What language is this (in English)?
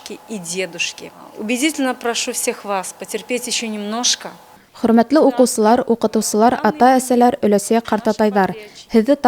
Bashkir